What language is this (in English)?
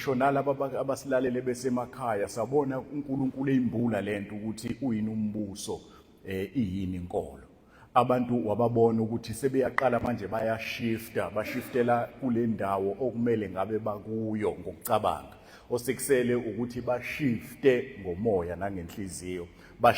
Zulu